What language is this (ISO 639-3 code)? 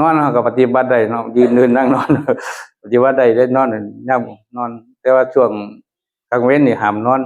tts